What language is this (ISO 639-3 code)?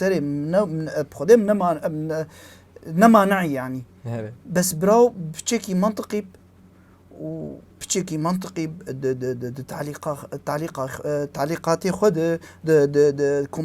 kur